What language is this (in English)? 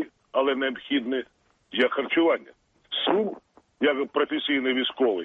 Ukrainian